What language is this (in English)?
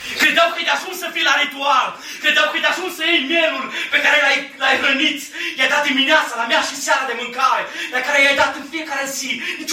Romanian